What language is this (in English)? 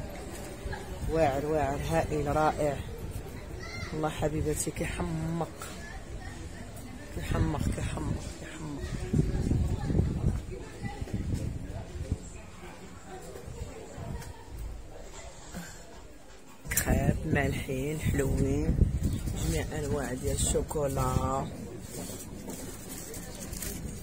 Moroccan Arabic